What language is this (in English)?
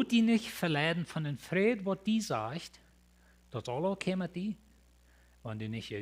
Plautdietsch